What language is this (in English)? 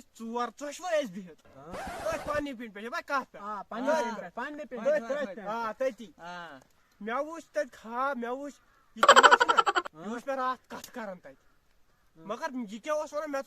Kashmiri